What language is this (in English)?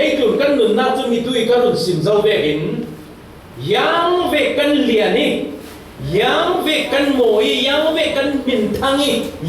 Falam Chin